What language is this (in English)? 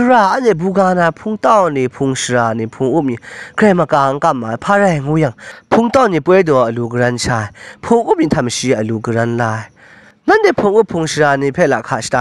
Kachin